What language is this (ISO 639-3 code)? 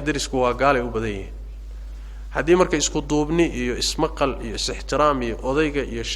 som